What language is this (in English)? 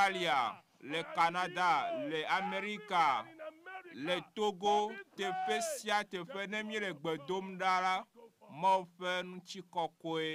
Ewe